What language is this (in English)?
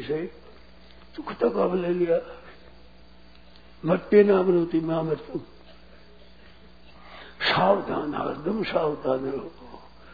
Hindi